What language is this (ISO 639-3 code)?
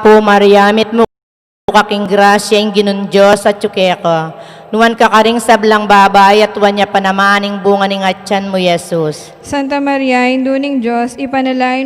pam